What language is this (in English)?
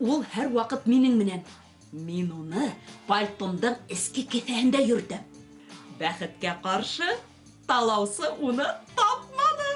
Bashkir